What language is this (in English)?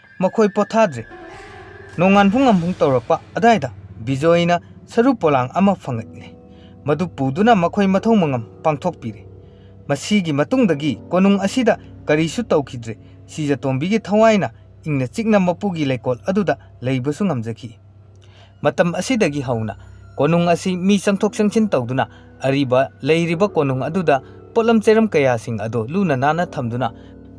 Manipuri